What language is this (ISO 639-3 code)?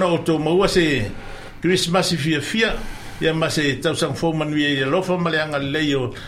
smo